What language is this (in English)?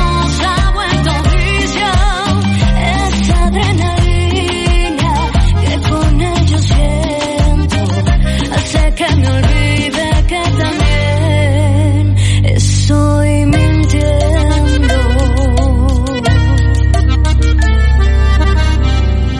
Spanish